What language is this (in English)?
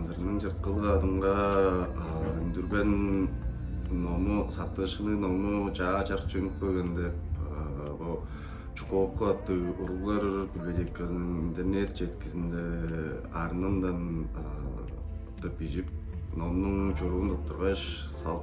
Tuvinian